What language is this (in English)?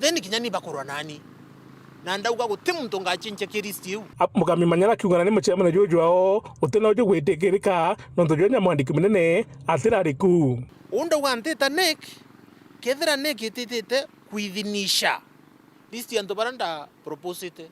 Meru